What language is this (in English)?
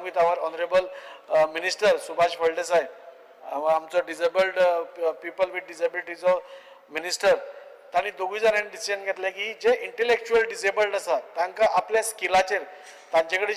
Konkani